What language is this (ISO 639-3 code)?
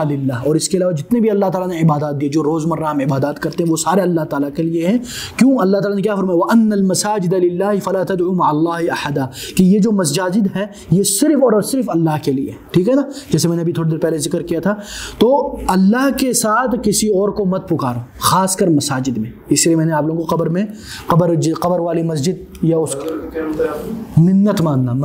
urd